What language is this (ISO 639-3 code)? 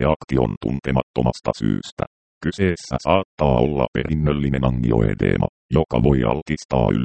fin